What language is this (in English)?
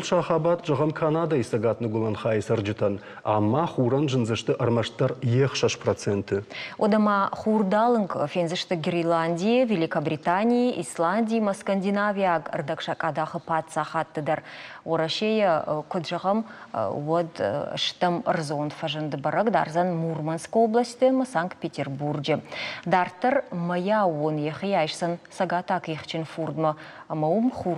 Ossetic